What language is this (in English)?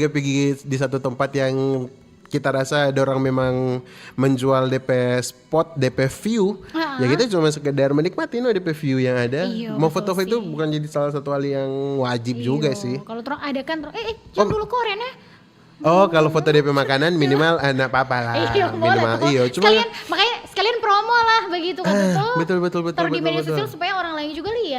Manado Malay